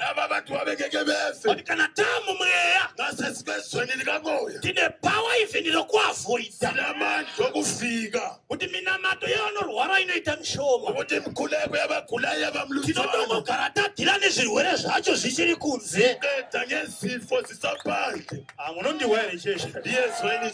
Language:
Shona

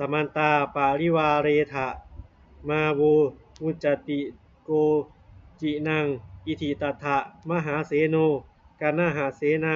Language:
Pali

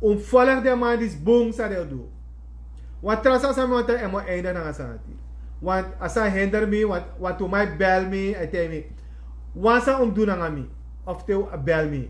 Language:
Sranan Tongo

